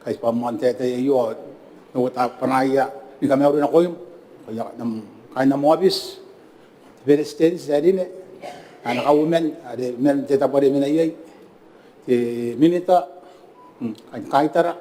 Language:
Gilbertese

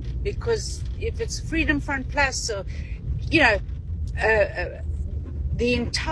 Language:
English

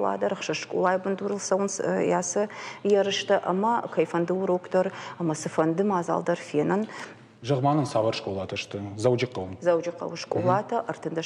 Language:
Ossetic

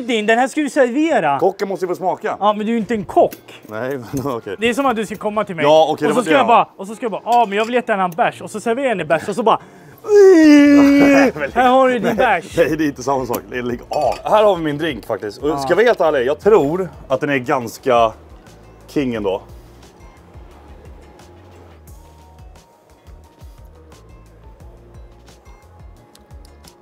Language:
Swedish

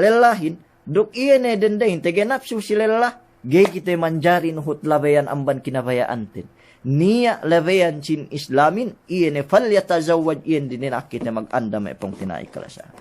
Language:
Yakan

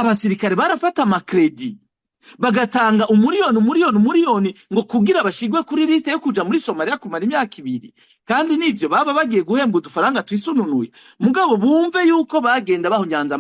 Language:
Rundi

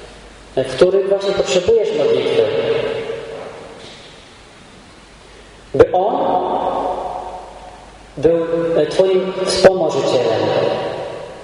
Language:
Polish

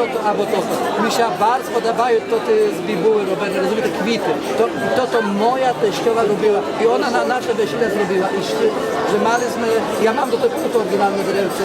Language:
Rusyn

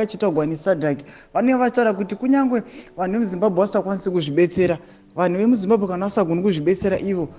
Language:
Shona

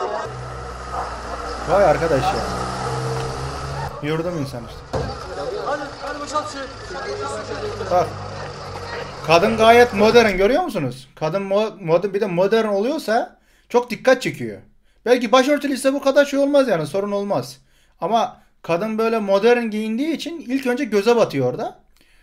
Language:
Turkish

